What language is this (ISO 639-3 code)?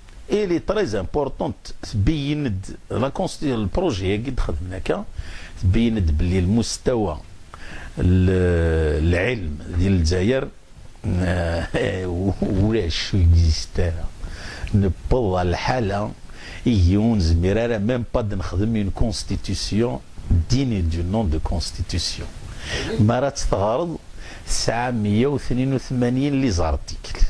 kab